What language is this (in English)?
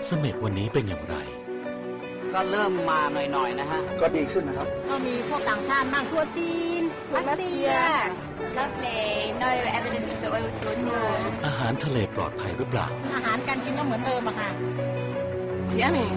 Thai